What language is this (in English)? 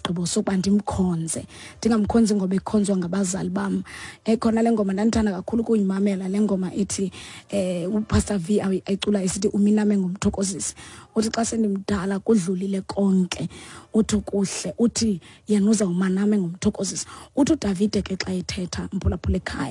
Xhosa